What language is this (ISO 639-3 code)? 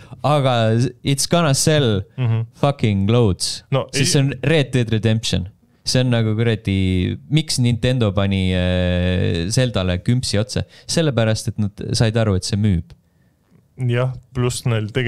est